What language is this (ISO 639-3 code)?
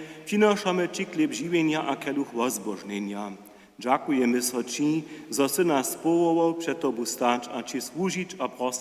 hsb